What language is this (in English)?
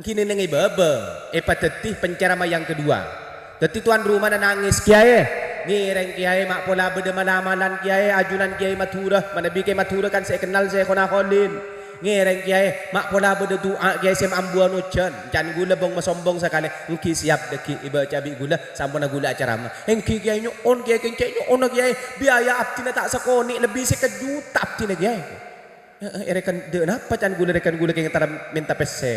Madurese